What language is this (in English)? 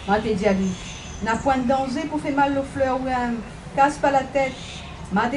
Réunion Creole French